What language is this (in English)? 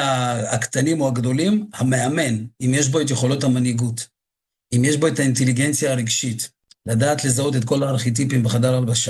Hebrew